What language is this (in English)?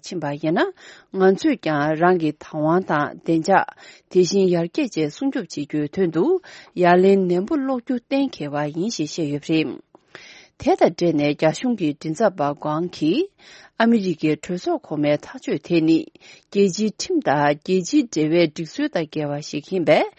Tibetan